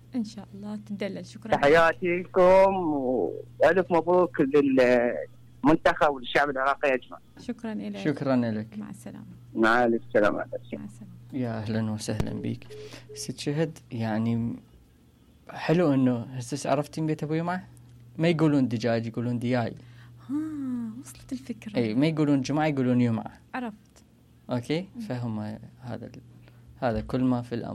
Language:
Mesopotamian Arabic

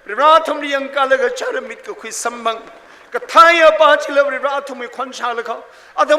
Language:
Tangkhul Naga (India)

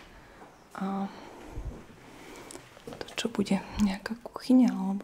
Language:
Slovak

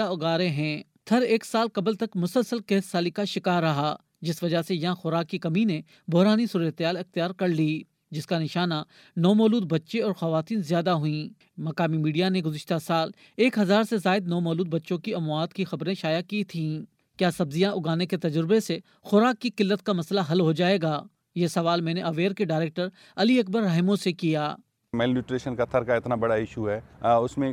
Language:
Urdu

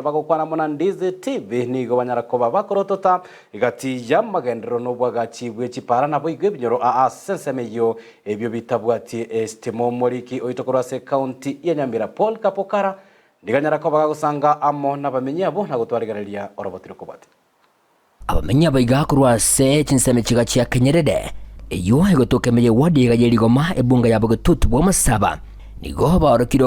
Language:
Gusii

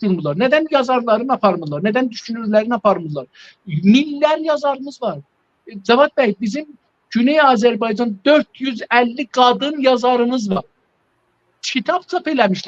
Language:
South Azerbaijani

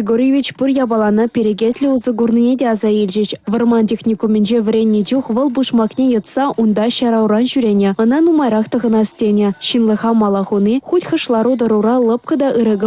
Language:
Chuvash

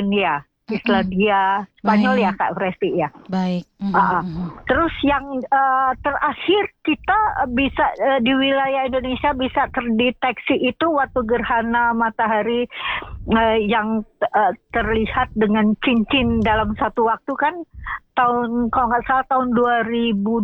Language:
Indonesian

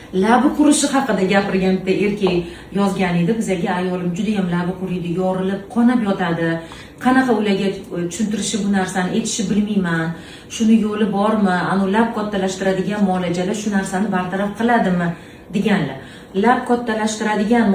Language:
Uzbek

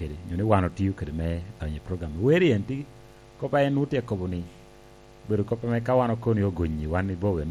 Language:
Lango (Uganda)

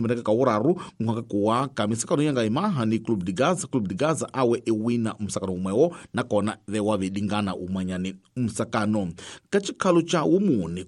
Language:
Tsonga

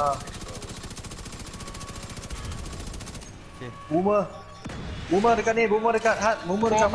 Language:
Malay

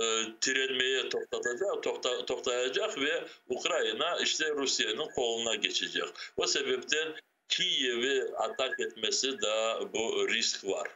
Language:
Crimean Tatar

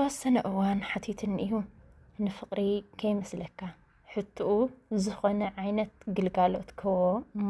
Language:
Tigrinya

